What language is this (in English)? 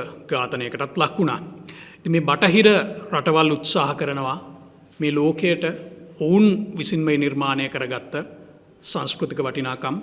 Sinhala